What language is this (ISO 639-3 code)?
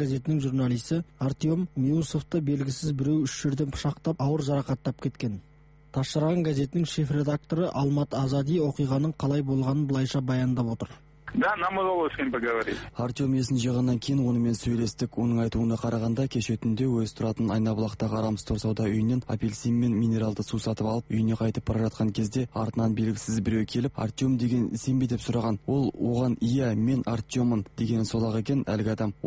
kaz